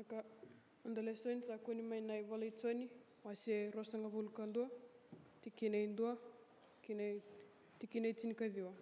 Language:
Fijian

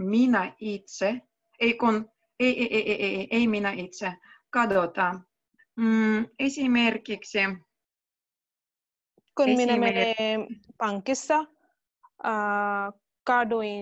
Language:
Finnish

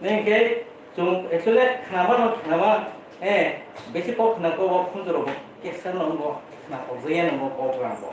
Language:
Kok Borok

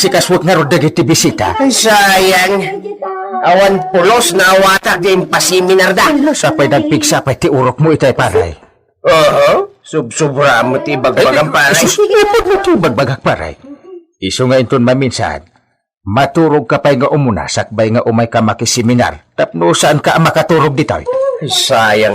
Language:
Iloko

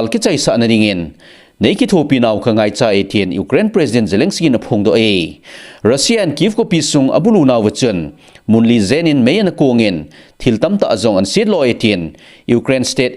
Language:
Thado Chin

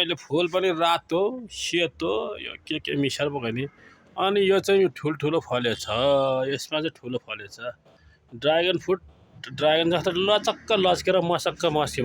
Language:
Nepali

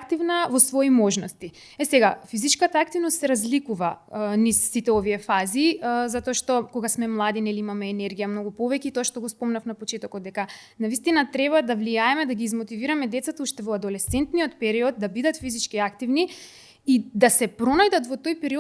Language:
Macedonian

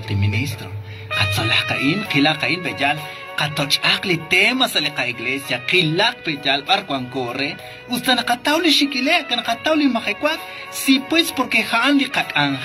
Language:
Kekchí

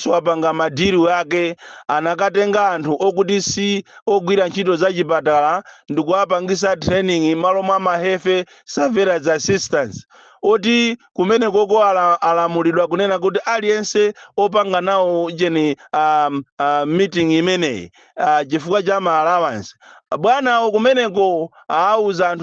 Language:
Nyanja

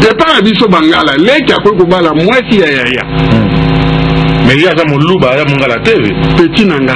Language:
Lingala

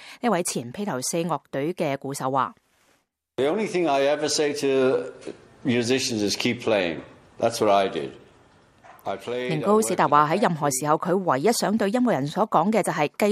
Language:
Cantonese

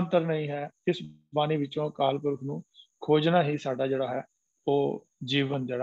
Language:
Punjabi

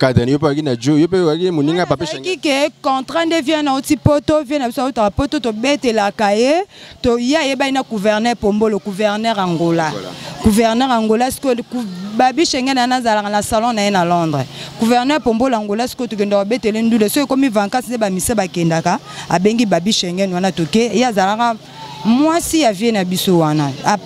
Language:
Lingala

